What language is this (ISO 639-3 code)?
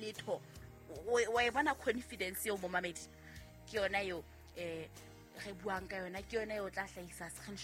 sot